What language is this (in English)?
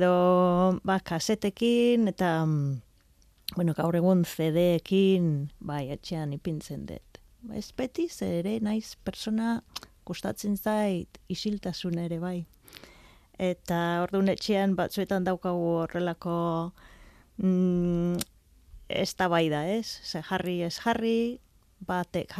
Basque